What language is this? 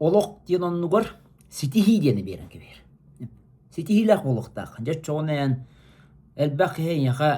Yakut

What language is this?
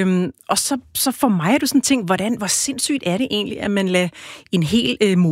Danish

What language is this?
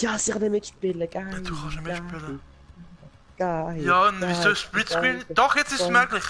Swiss German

